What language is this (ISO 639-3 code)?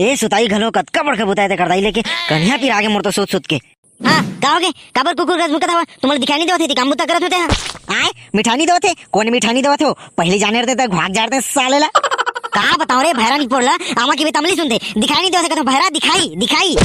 hne